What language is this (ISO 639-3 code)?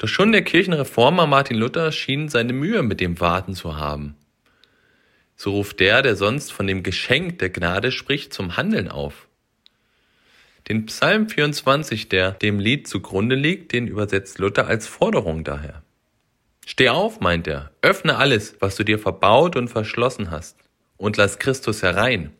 deu